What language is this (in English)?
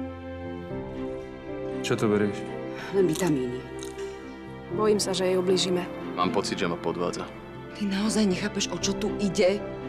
Slovak